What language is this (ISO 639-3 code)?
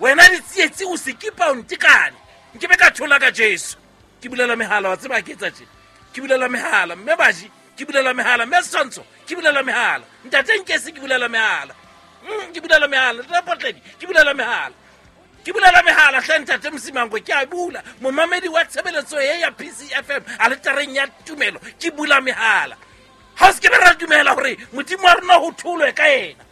sot